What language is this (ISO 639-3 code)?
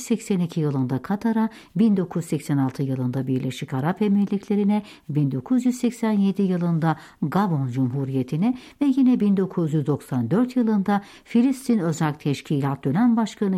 tur